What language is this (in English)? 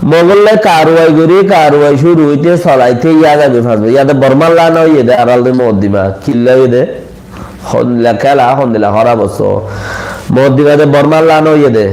Rohingya